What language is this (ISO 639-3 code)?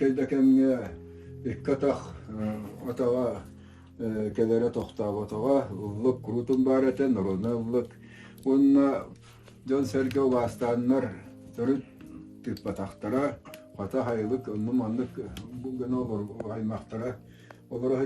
sah